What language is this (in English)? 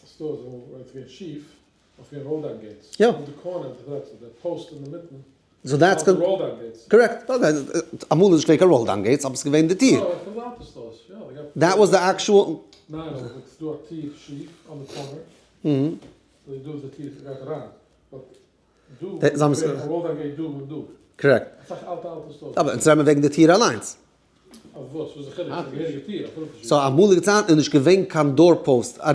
Yiddish